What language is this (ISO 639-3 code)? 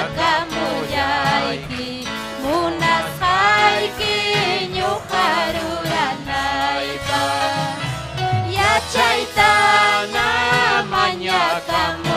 quy